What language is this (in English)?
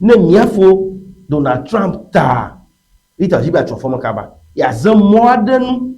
Ewe